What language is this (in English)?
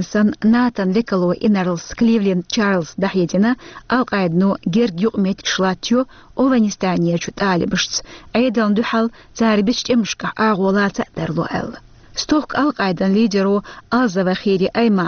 Chechen